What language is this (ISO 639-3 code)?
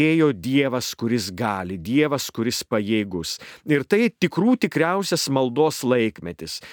lit